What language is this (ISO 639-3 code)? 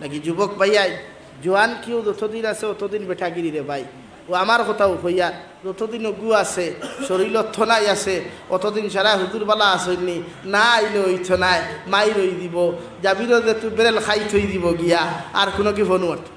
syl